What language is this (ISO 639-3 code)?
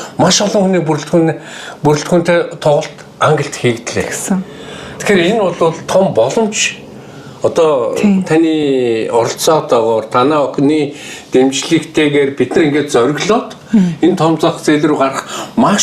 mon